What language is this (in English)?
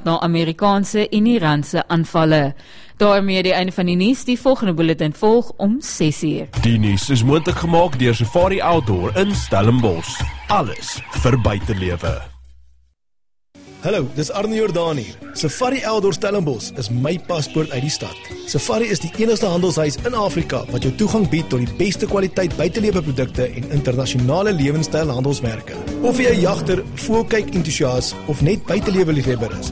Afrikaans